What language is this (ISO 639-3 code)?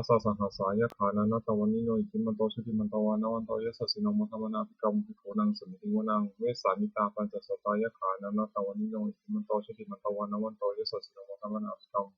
pli